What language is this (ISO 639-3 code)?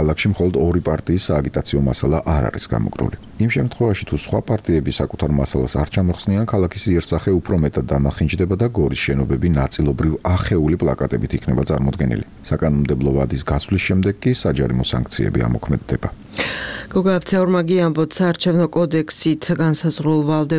kat